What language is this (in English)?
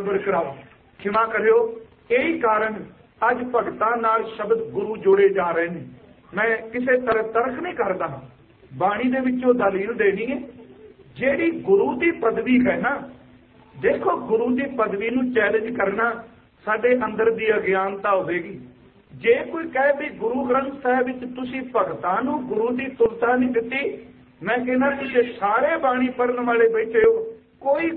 Punjabi